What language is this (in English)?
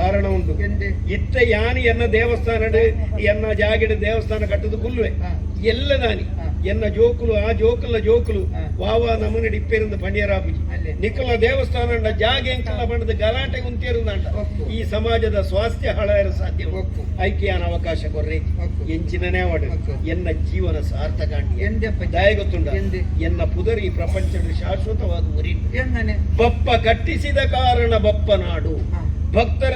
Tulu